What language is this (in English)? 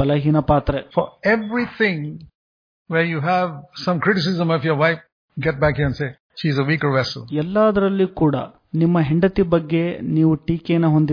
Kannada